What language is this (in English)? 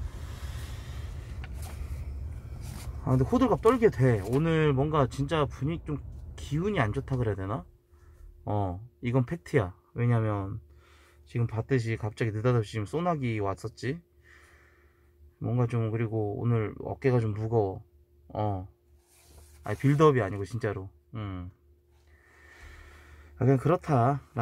Korean